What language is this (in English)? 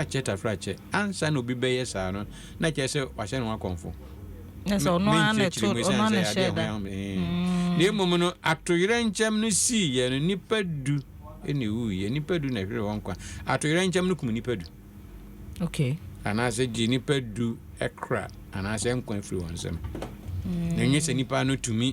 Akan